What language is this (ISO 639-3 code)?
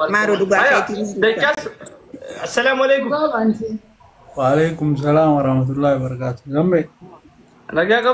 orm